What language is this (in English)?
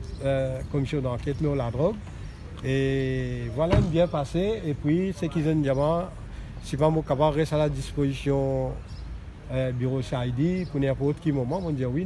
Morisyen